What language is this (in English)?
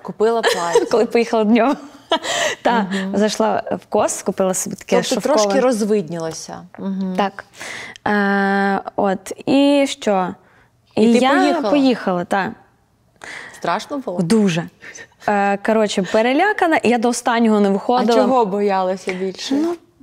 Ukrainian